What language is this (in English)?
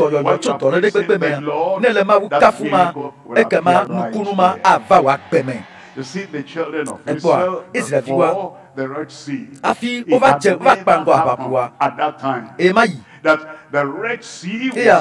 Ewe